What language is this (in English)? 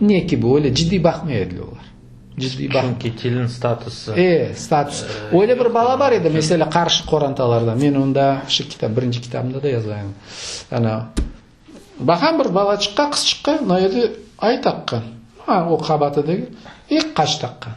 Crimean Tatar